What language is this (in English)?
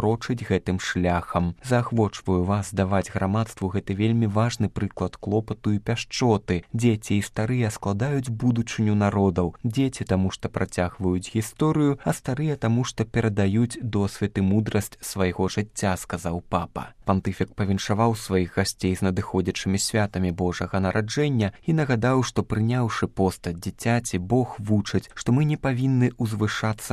Belarusian